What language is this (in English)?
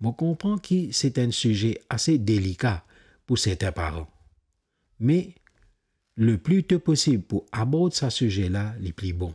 Morisyen